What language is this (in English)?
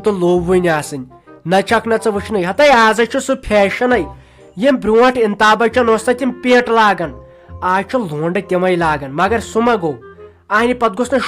Kashmiri